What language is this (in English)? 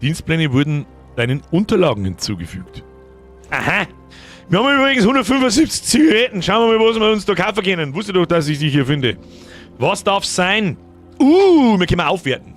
Bavarian